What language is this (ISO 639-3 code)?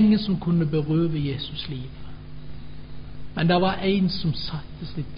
nor